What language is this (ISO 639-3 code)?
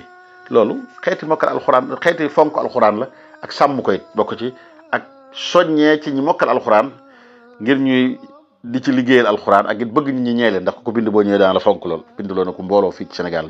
wol